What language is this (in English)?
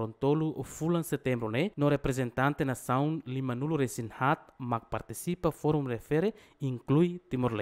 Tetum